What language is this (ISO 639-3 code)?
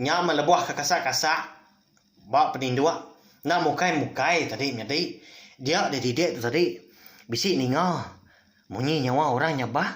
iba